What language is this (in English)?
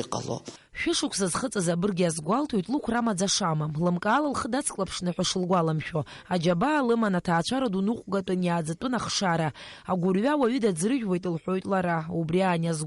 Abkhazian